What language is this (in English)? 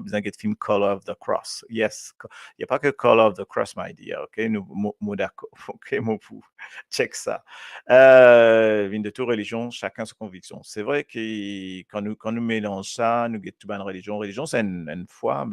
Morisyen